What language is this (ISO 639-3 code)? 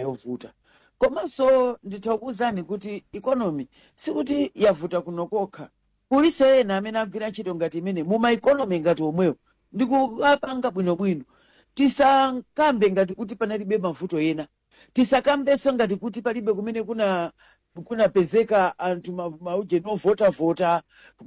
nya